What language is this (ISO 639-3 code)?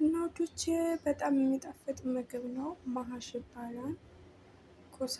amh